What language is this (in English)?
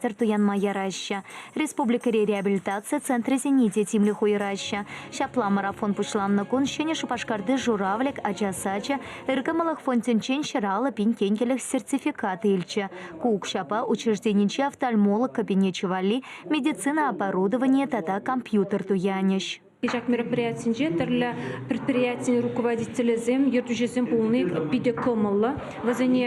Chuvash